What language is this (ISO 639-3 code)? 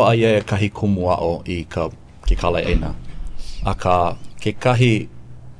haw